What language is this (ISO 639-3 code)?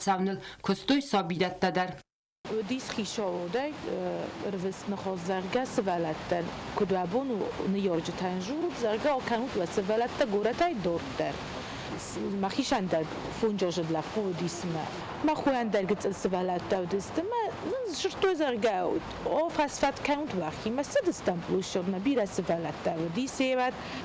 oss